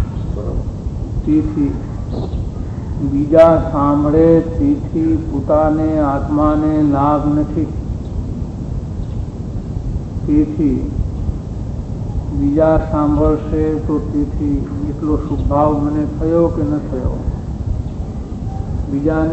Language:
Gujarati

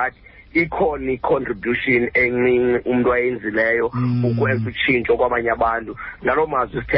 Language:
Xhosa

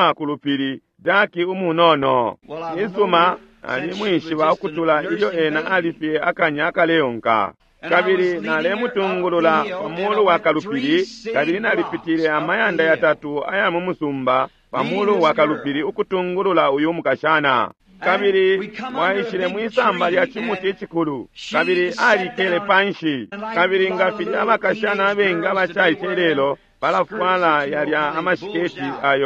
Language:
Bemba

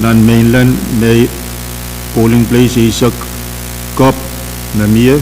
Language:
Pohnpeian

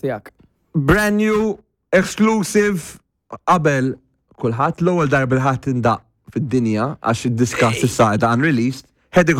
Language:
Maltese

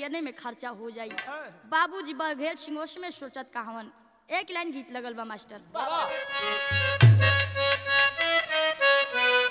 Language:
Bhojpuri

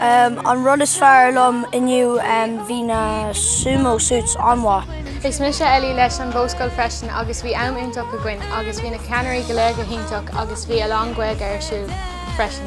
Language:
Irish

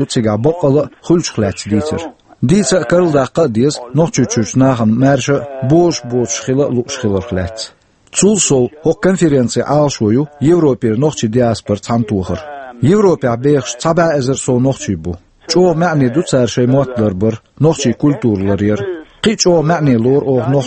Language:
Chechen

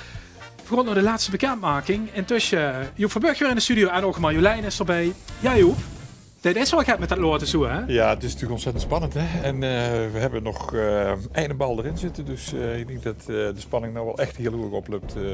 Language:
Limburgish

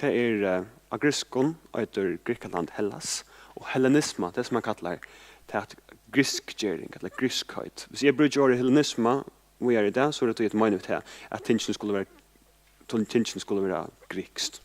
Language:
Faroese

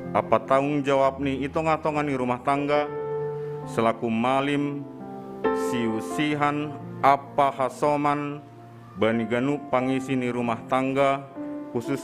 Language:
Batak Simalungun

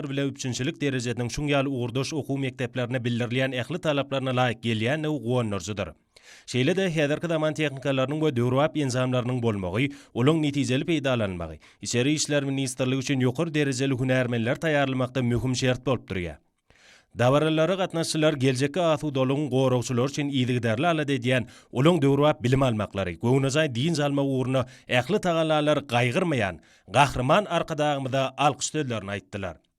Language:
Turkmen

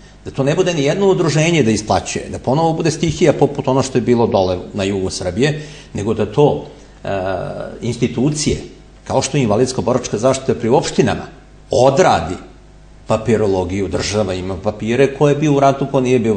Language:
Serbian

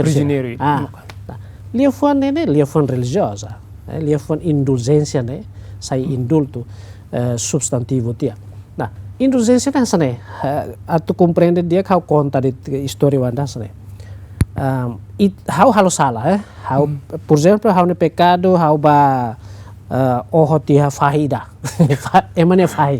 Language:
Tetum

